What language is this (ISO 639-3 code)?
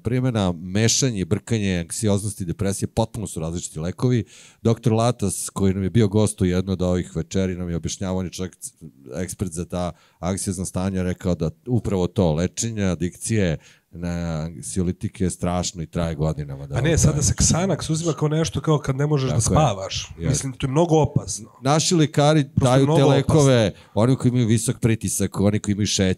srp